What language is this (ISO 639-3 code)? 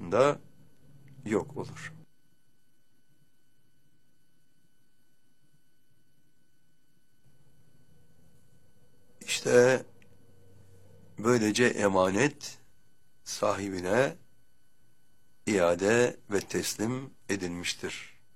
tur